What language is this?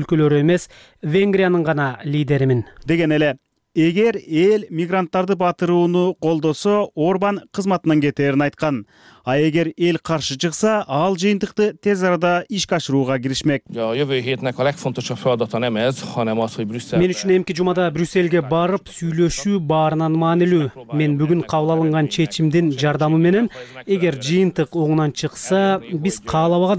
Kyrgyz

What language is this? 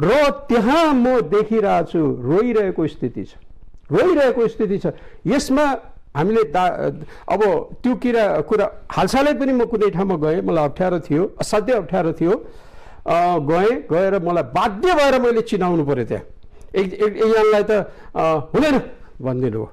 Nepali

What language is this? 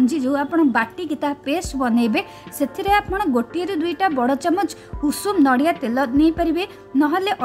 Odia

